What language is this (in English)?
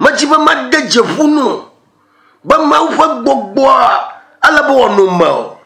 Ewe